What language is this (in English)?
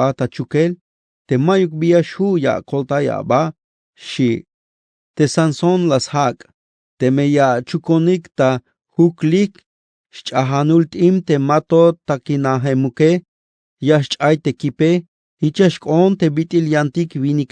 Tzeltal